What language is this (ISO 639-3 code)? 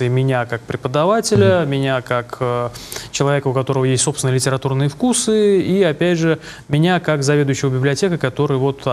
rus